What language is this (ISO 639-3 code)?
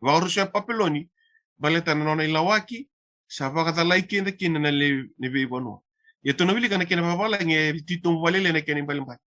fij